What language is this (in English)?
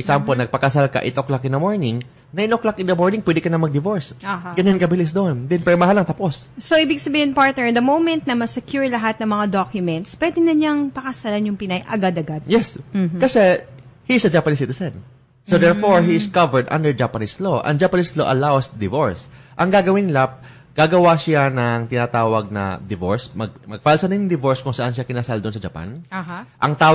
Filipino